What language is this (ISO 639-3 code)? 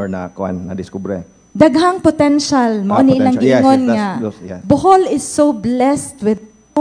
ceb